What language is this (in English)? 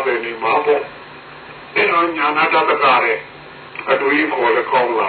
Burmese